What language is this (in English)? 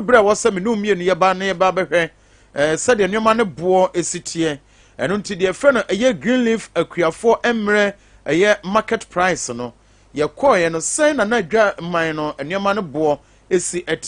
Akan